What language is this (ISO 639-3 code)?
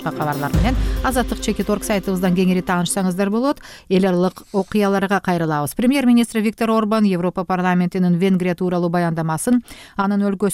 kir